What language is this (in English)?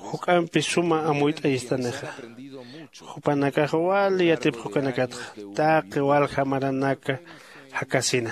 Aymara